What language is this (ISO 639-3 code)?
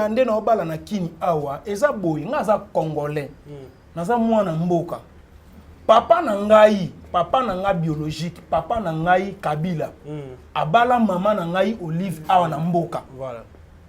lin